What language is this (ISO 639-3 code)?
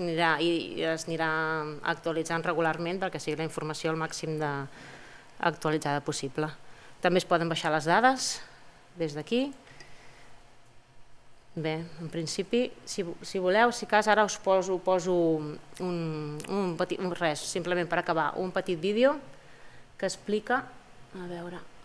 cat